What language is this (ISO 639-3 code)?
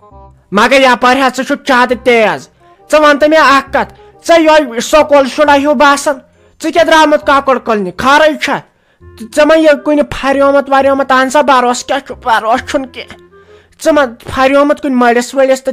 kas